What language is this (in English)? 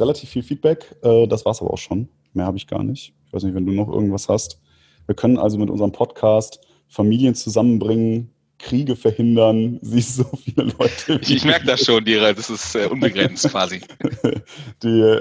German